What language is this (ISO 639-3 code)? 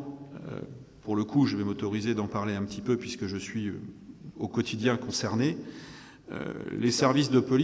fra